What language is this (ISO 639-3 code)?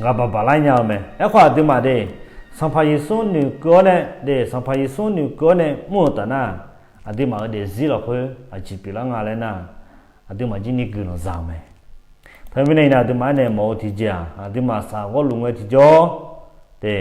ahk